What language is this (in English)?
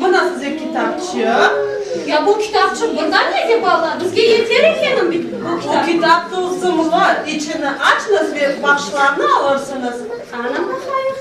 Crimean Tatar